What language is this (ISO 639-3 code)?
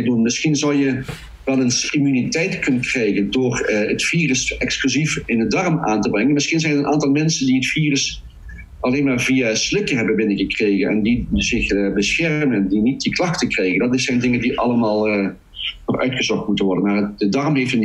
nld